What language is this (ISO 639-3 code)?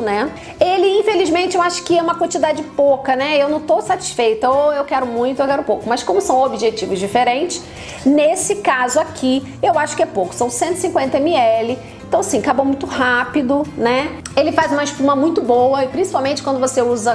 por